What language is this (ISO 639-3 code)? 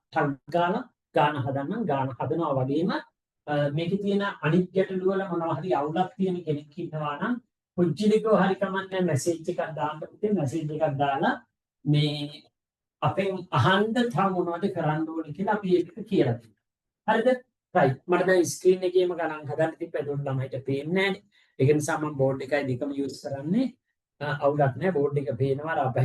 sin